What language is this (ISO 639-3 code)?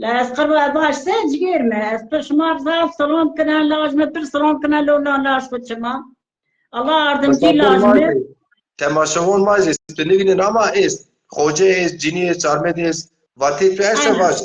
zza